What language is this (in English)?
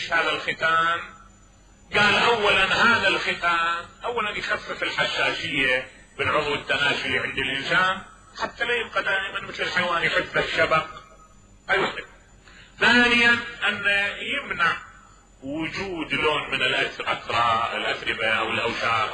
Mesopotamian Arabic